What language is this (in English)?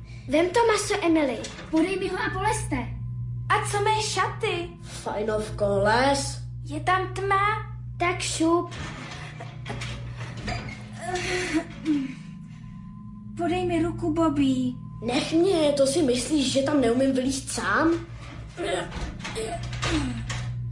Czech